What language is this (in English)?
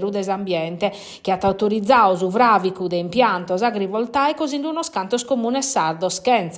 Sardinian